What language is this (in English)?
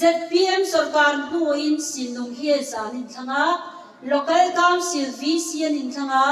Mizo